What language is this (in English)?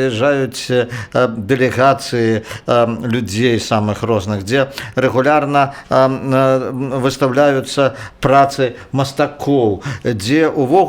Belarusian